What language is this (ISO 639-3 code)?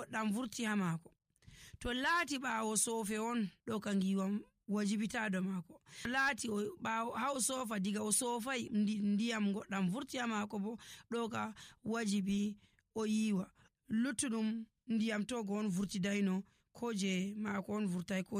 fuv